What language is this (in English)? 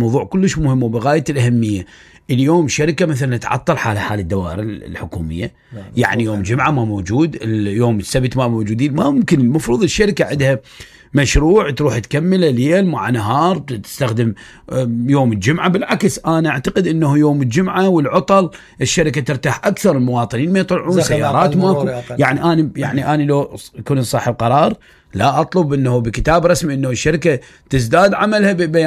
Mesopotamian Arabic